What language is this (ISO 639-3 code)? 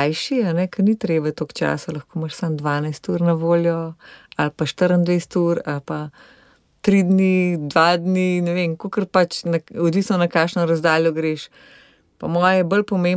slv